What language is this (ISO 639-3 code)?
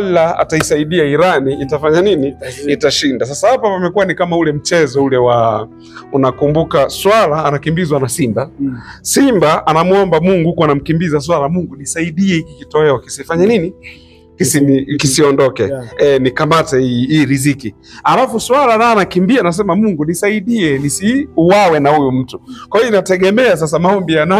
swa